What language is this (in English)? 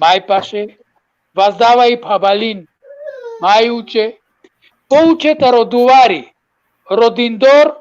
Balkan Romani